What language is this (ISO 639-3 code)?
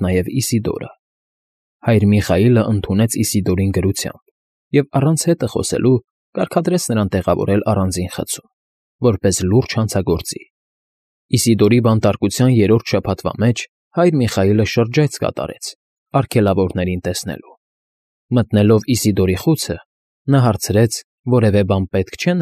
hye